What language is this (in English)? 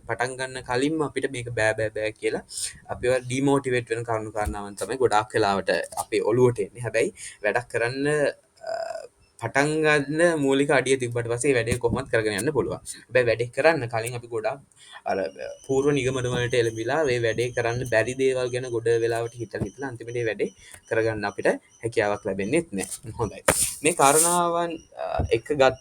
Sinhala